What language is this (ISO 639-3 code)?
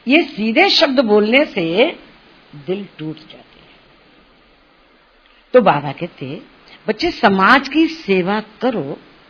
hin